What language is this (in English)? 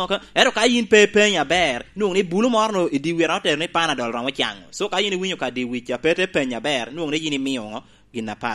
Lango (Uganda)